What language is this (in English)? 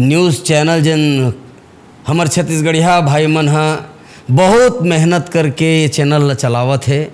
Chhattisgarhi